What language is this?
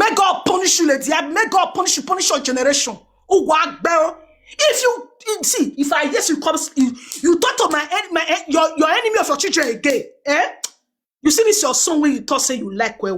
Nigerian Pidgin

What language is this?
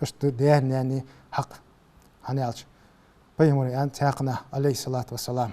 Ingush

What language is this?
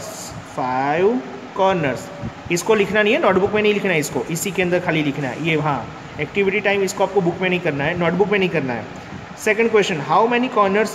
Hindi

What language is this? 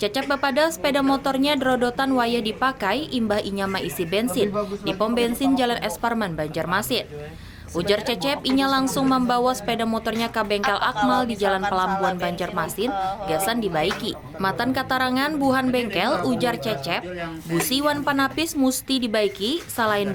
Banjar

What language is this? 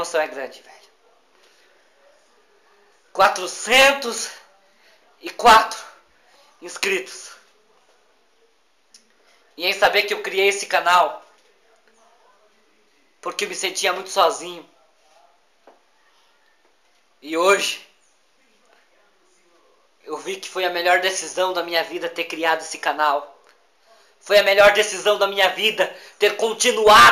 Portuguese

